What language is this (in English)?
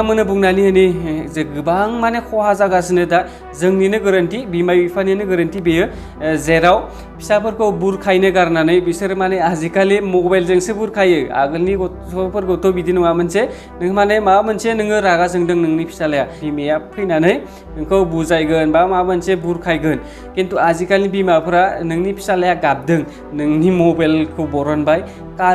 Bodo